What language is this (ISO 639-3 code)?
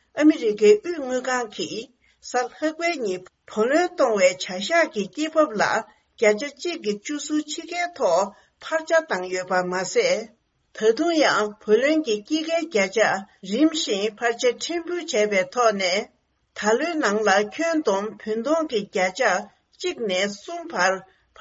bod